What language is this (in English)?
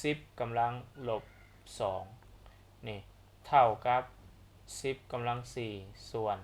Lao